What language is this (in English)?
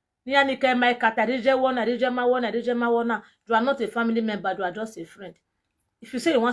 Nigerian Pidgin